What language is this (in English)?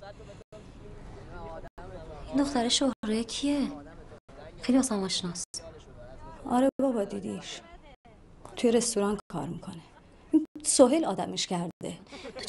Persian